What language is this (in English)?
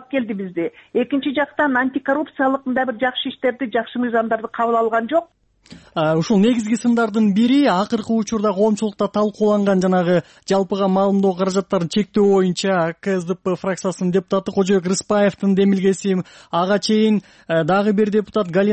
Kyrgyz